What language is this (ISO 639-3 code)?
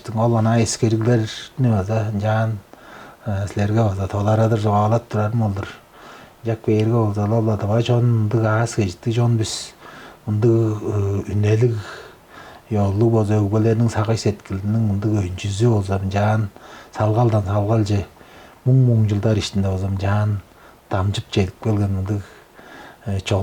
tyv